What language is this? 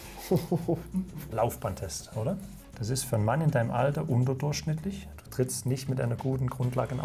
Swiss German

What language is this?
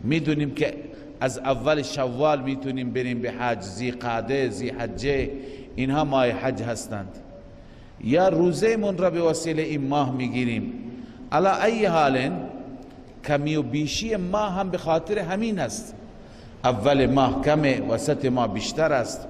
Persian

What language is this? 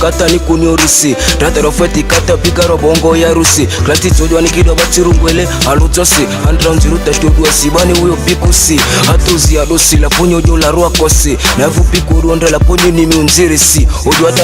Ma'di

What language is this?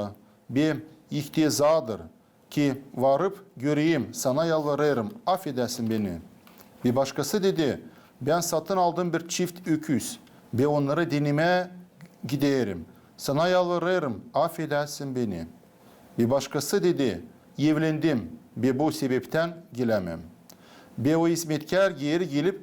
Gagauz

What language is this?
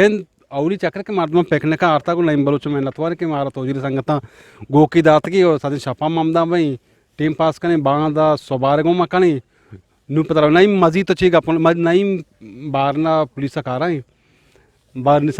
Eastern Balochi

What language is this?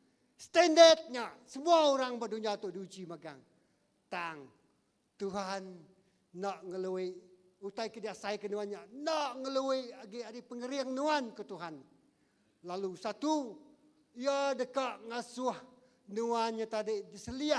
Iban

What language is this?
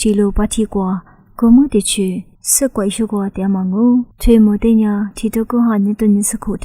Lisu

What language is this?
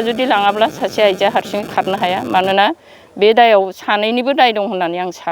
Bodo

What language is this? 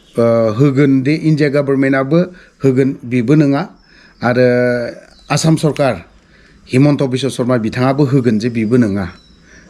Bodo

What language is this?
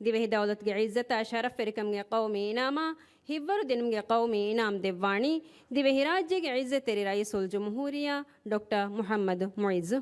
Divehi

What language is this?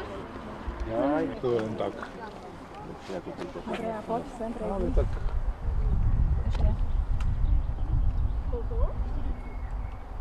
Slovak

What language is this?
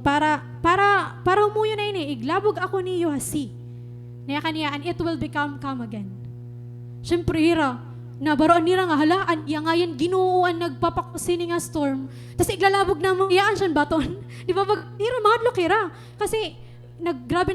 Waray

